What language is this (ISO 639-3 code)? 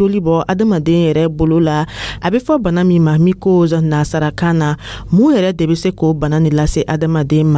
dyu